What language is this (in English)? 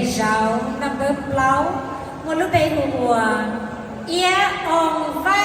Hmong